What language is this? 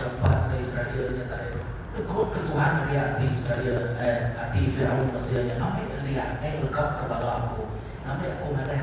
Iban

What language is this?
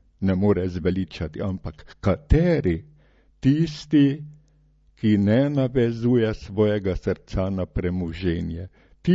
Slovenian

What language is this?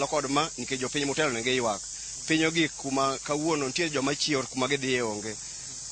Luo (Kenya and Tanzania)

